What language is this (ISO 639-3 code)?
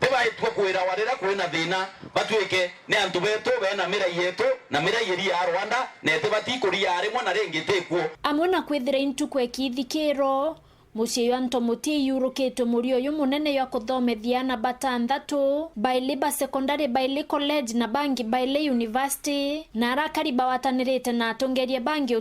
mer